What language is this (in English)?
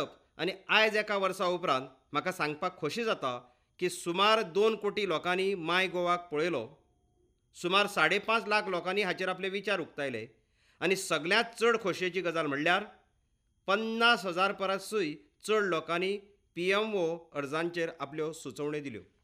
Konkani